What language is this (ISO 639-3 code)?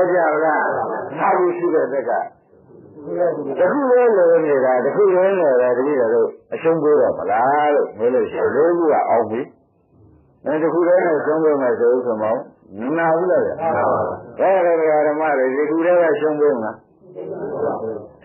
mya